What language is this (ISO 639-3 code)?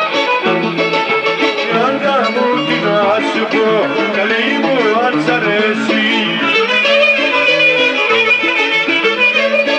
ell